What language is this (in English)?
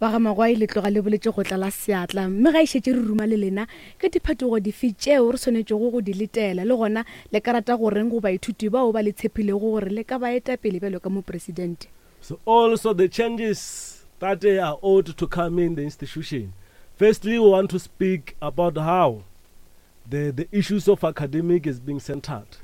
Northern Sotho